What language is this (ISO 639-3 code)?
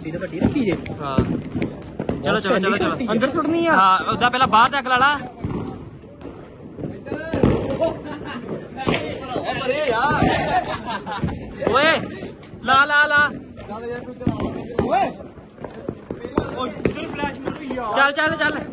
pan